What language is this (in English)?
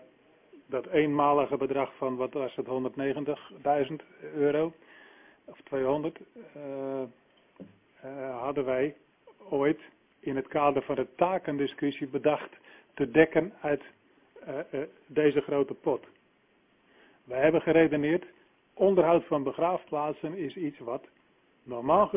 Dutch